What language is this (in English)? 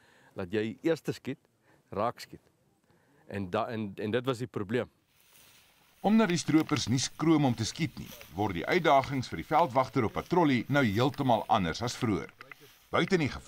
Afrikaans